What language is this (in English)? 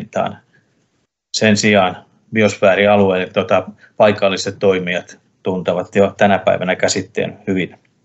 Finnish